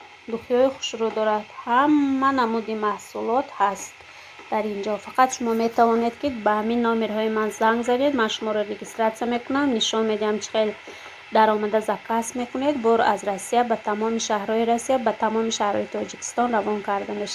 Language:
Tajik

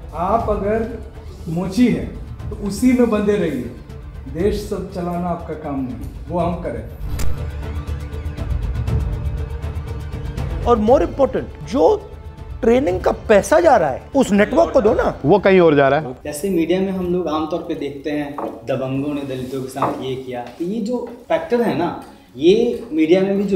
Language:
Hindi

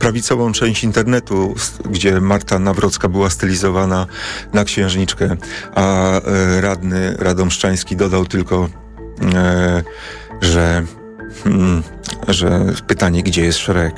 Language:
Polish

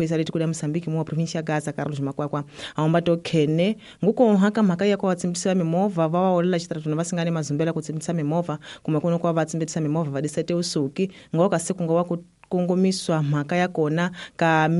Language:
Tsonga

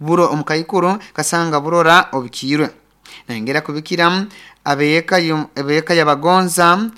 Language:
Nyankole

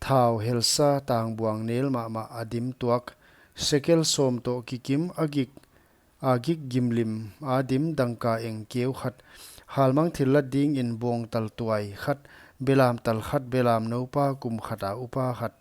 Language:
Paite Chin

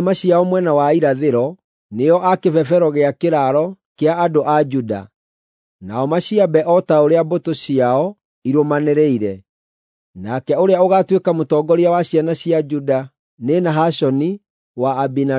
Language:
Kikuyu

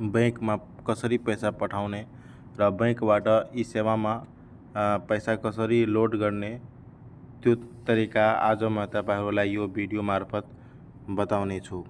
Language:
Nepali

